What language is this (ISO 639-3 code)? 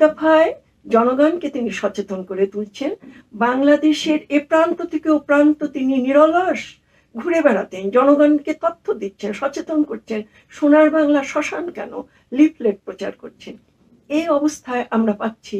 ben